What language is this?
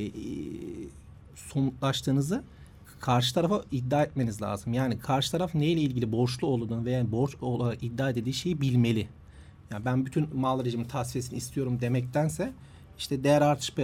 Turkish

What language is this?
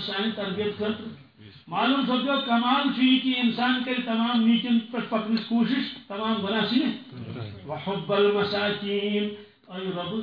Kashmiri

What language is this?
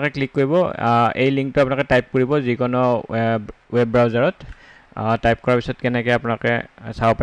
Assamese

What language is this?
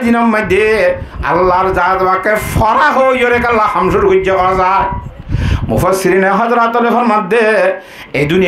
Rohingya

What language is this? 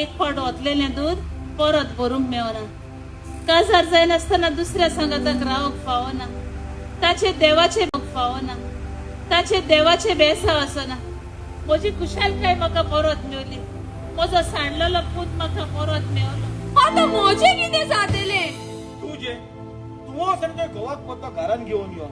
Konkani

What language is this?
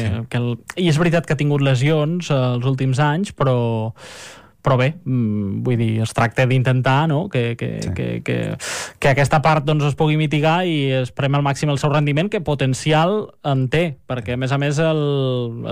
Catalan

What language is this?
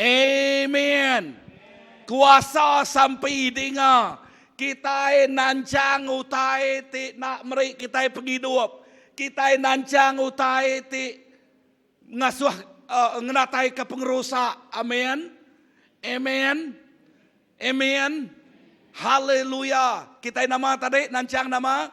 Iban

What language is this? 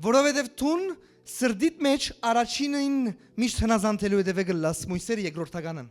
Western Armenian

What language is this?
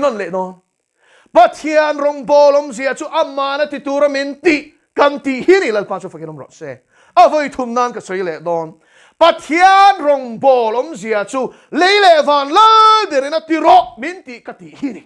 Mizo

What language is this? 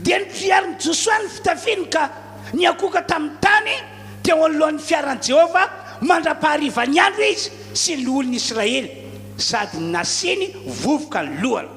Malagasy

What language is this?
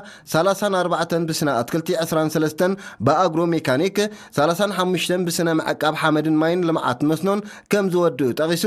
Tigrinya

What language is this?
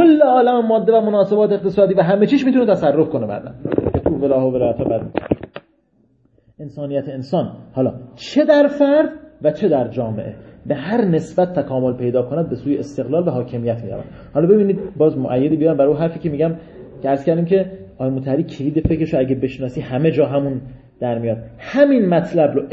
Persian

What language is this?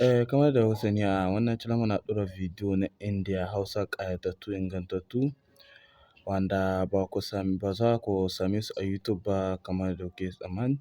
Hausa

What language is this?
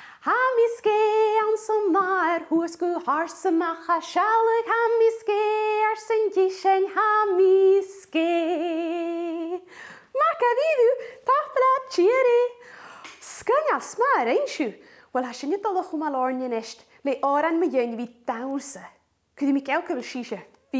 Scottish Gaelic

